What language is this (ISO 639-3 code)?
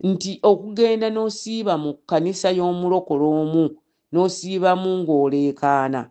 lug